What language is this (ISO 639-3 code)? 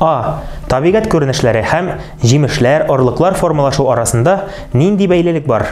tat